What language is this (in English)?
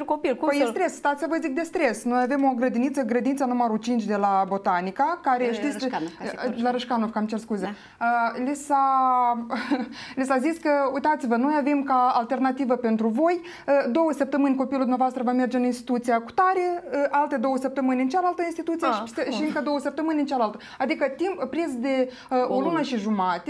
Romanian